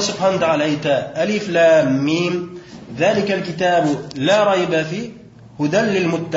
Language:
Bashkir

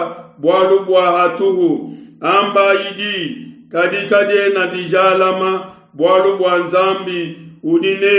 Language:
Luba-Lulua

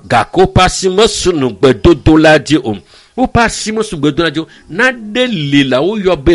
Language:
Ewe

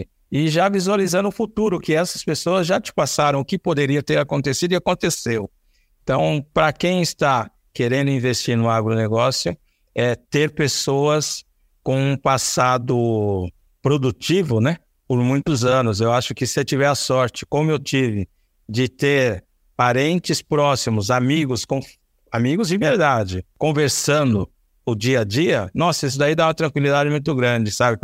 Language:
Portuguese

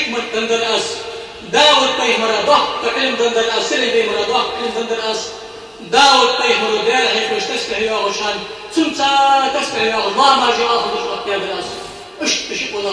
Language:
Ingush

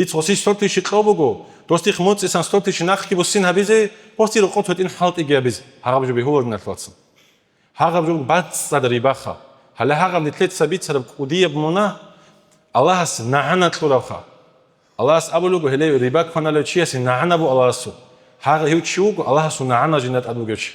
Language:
Avaric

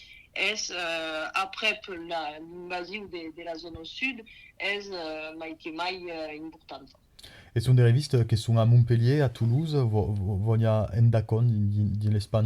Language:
Occitan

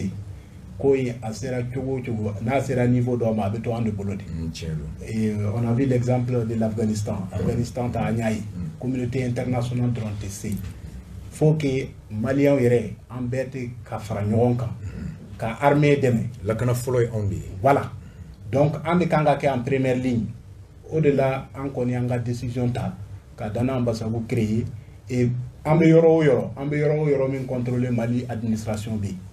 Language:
Bambara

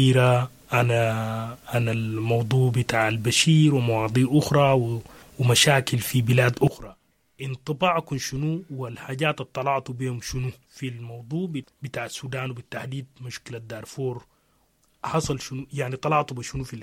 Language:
Sudanese Arabic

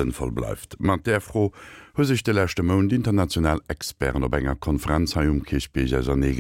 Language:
Luxembourgish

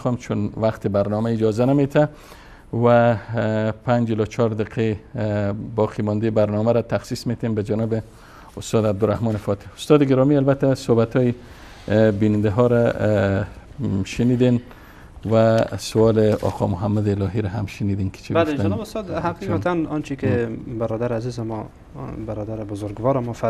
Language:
Persian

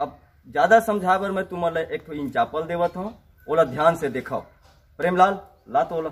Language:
Chhattisgarhi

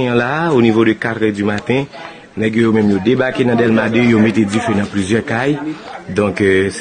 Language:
Haitian Creole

